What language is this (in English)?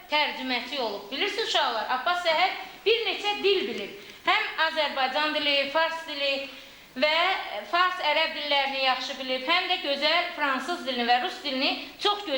Azerbaijani